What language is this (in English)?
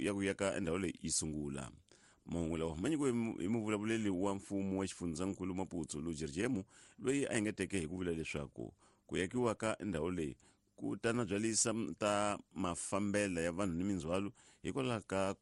Tsonga